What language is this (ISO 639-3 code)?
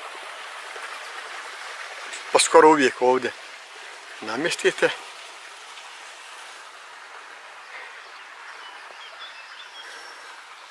bos